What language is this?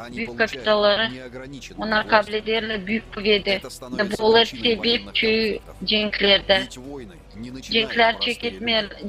Gagauz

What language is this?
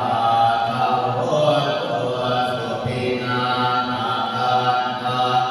Pali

